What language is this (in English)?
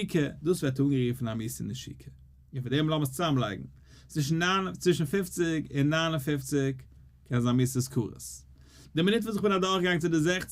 Yiddish